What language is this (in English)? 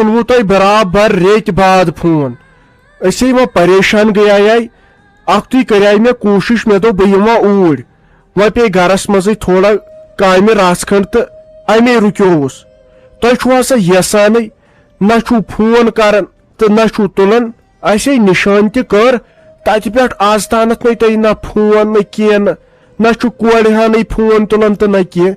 Kashmiri